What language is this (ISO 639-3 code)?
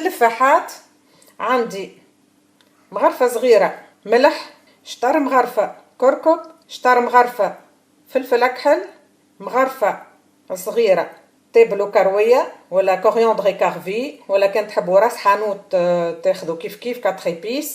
aeb